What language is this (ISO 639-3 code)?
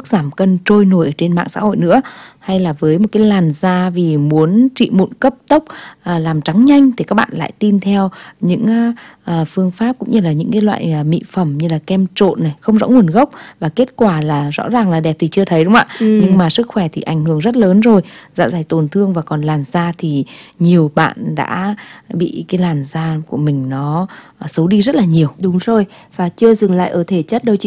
vie